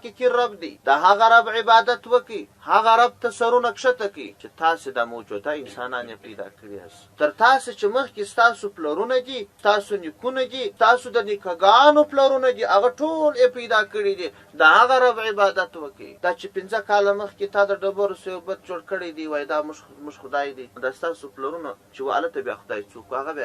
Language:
Pashto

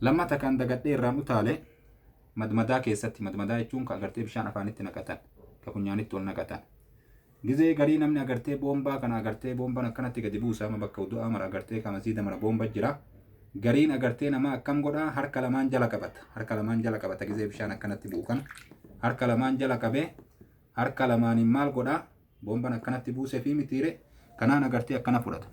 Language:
Oromo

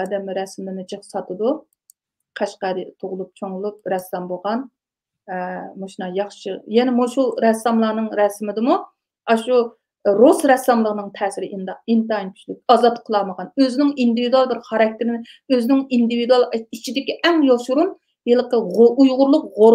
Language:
Uyghur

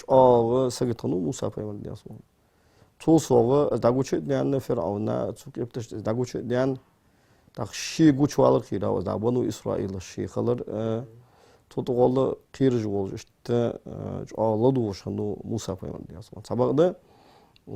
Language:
Ingush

